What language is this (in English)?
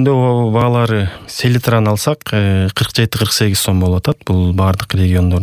Kyrgyz